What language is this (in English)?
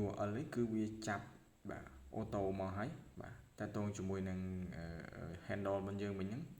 Khmer